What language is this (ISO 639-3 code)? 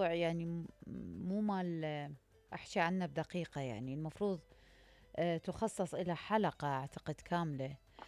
acm